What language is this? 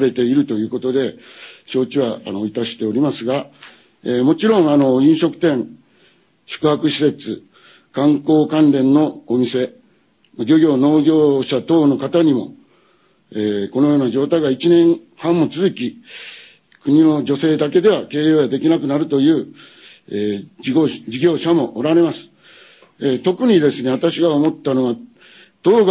Japanese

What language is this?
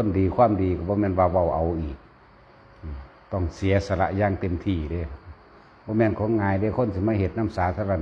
Northeastern Thai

